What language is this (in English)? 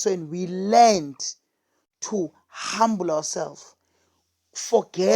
Zulu